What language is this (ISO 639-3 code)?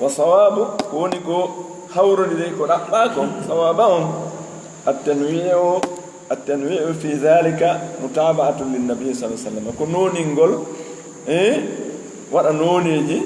ful